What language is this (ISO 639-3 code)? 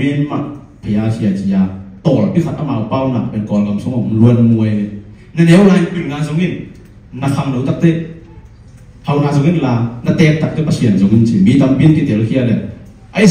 ctd